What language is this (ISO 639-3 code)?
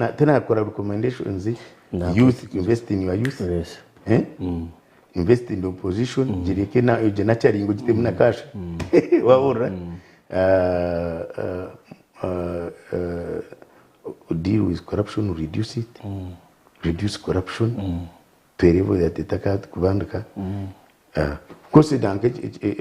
nyn